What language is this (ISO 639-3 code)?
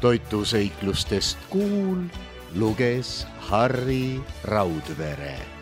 est